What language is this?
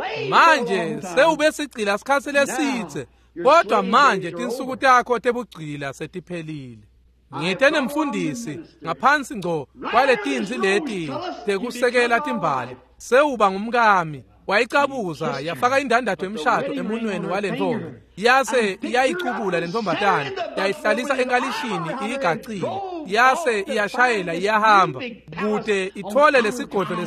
Swati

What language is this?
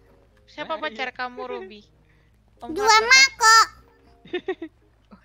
Indonesian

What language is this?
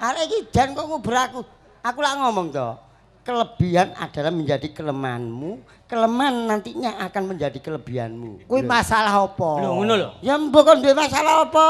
Javanese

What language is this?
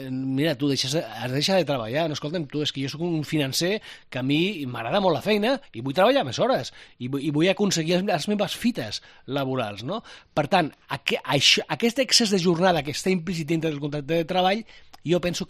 Catalan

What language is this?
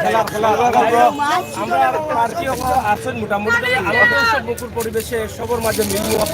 Sylheti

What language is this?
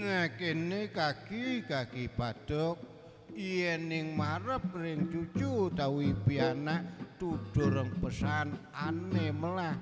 Balinese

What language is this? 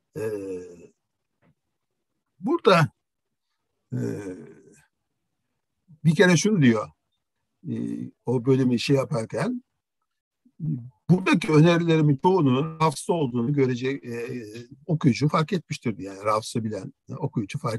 Turkish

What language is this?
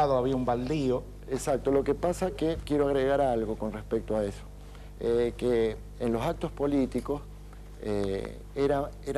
Spanish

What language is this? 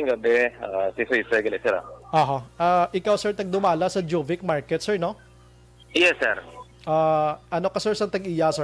Hiligaynon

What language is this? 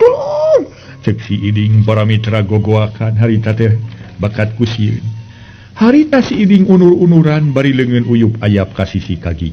Sundanese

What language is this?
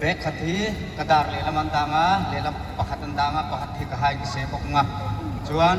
Hmar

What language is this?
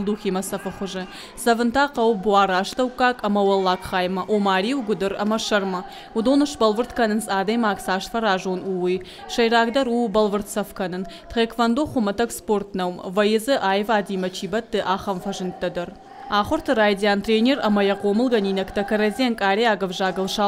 Ossetic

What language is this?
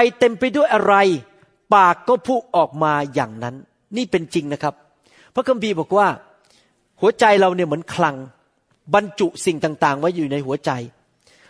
Thai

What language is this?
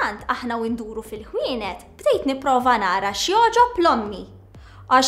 Maltese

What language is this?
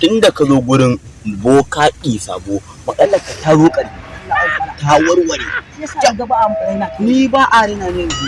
Hausa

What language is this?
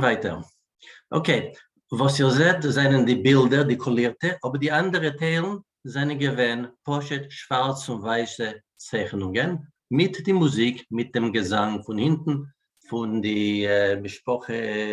Yiddish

